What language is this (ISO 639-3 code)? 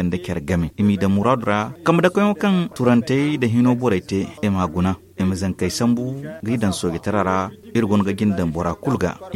dje